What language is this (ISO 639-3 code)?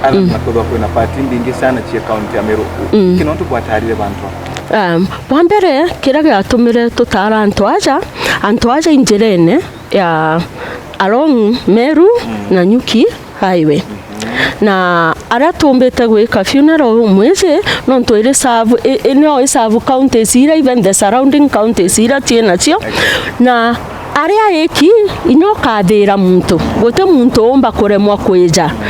mer